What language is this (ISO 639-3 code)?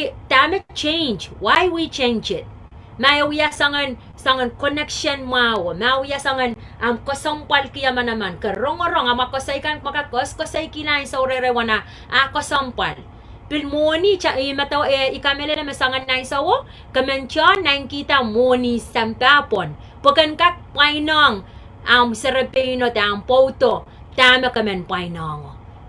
pon